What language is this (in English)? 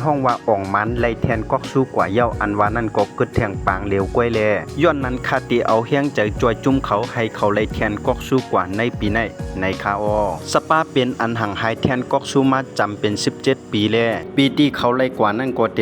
Shan